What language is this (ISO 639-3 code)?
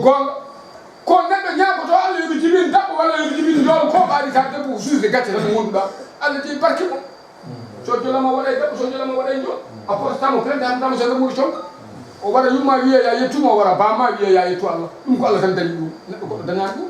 ful